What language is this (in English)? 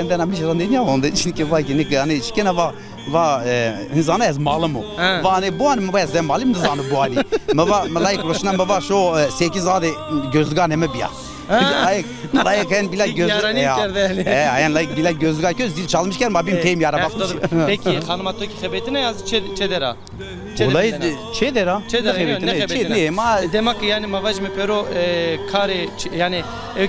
Zaza